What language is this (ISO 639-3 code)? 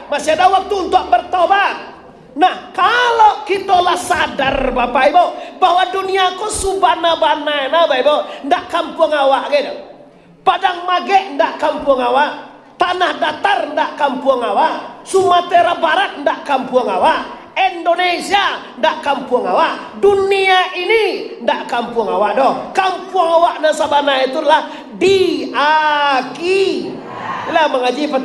min